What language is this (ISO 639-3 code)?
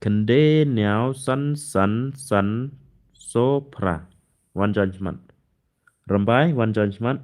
kha